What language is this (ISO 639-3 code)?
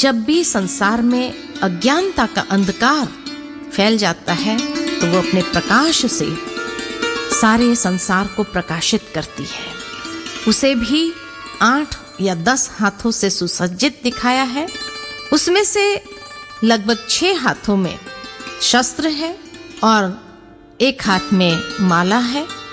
hin